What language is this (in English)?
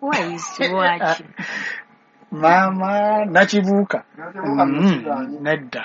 Ganda